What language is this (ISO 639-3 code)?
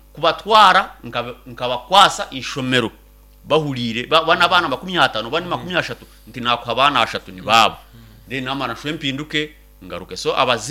nyn